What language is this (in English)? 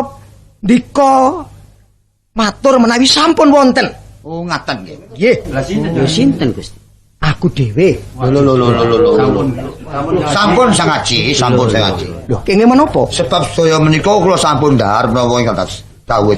Javanese